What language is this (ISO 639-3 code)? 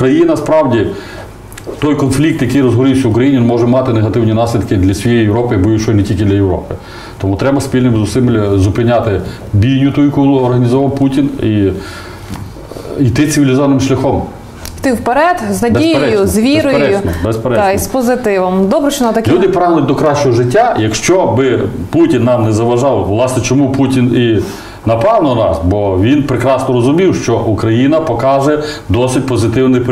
ukr